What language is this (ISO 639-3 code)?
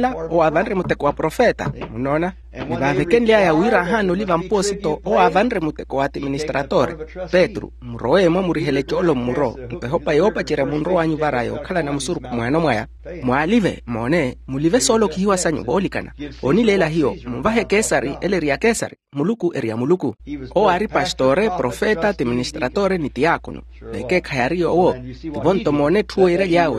vmw